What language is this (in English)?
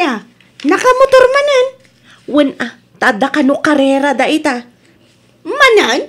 Iloko